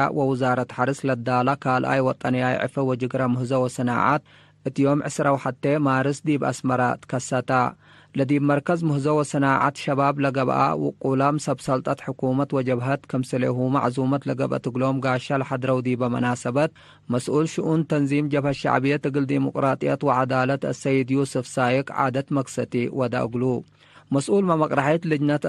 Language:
Tigre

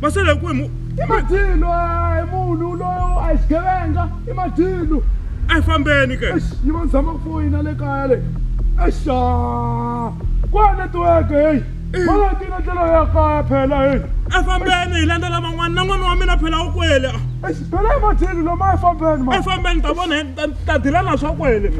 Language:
Tsonga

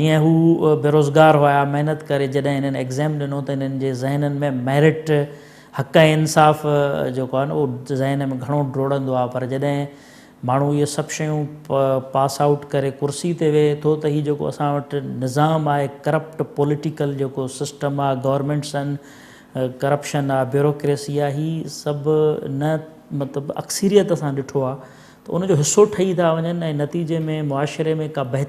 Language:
Sindhi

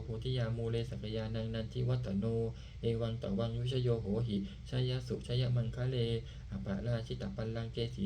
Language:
Pali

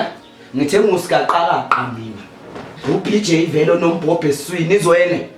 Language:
Zulu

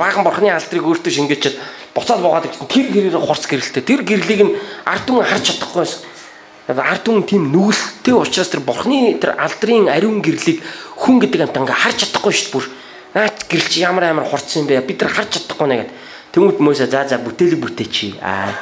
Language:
Mongolian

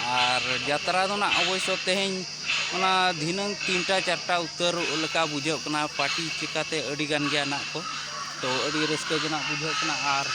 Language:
Santali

